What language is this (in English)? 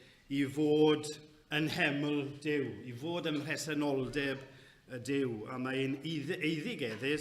Welsh